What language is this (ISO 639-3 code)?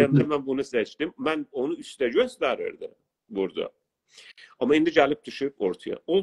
azb